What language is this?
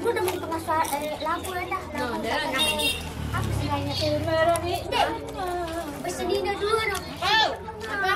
Sasak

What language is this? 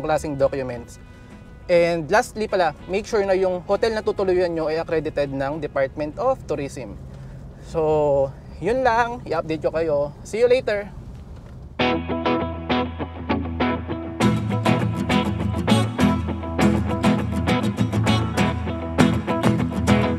Filipino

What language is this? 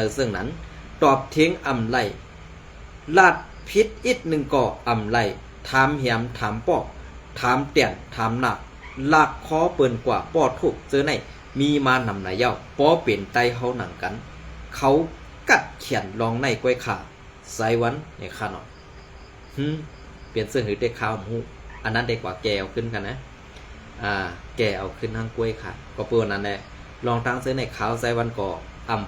Shan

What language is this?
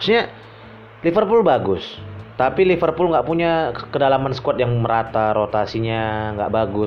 Indonesian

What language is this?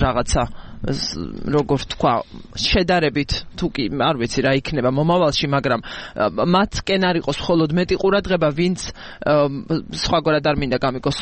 Georgian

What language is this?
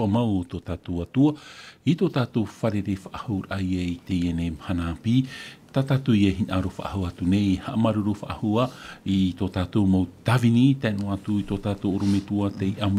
Tahitian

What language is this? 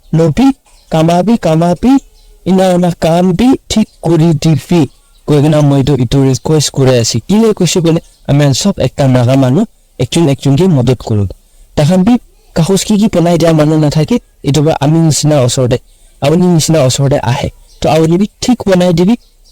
Naga Pidgin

